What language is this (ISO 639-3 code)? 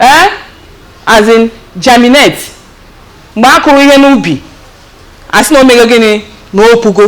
ibo